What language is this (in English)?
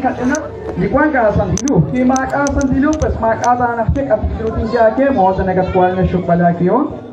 Kekchí